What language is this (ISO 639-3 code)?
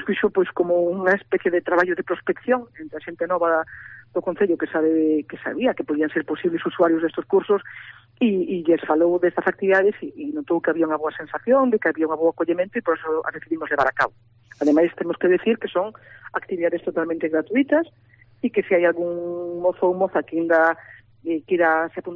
glg